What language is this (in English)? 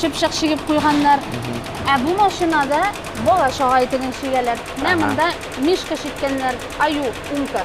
Tatar